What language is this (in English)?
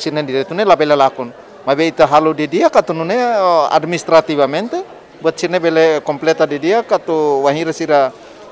Tetum